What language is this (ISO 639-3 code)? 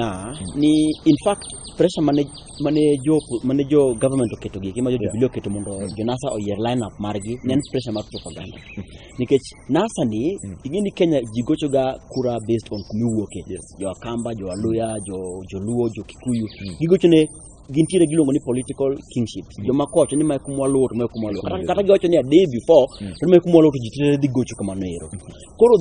luo